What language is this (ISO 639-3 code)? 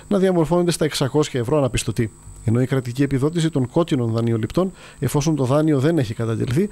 ell